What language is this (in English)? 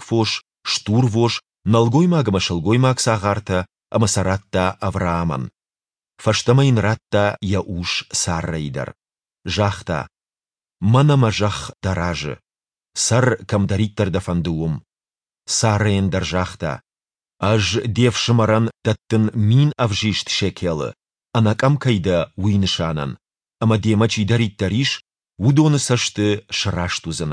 Ossetic